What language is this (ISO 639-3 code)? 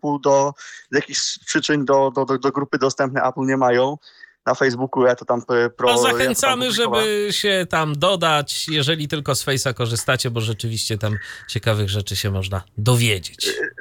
pol